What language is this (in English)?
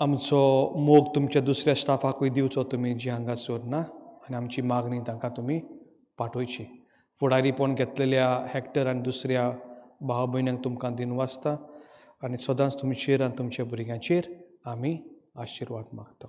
Konkani